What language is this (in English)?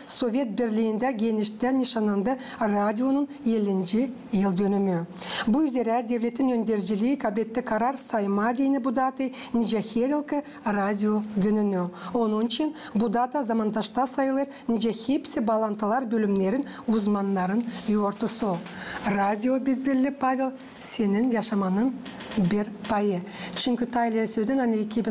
Gagauz